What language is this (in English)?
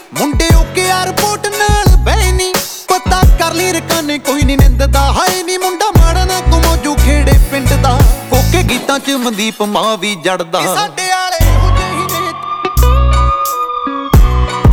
Punjabi